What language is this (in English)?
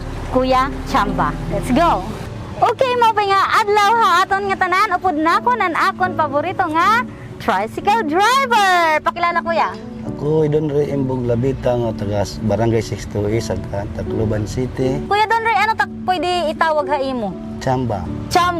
Waray